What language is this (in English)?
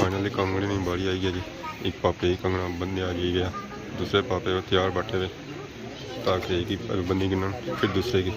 Pahari-Potwari